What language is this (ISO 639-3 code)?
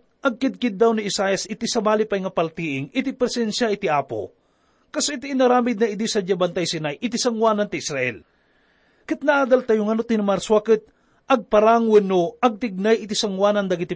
ilo